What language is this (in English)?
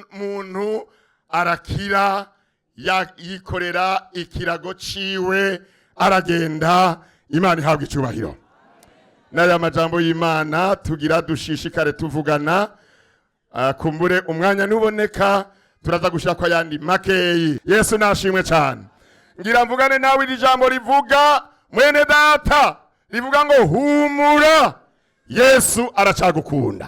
Rundi